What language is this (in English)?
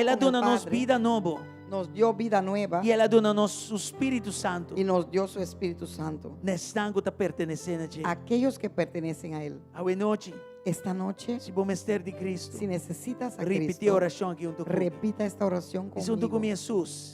Papiamento